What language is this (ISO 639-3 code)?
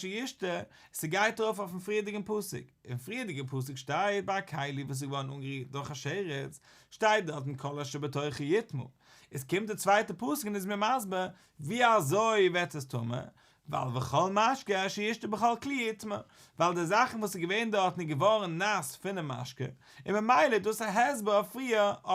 yid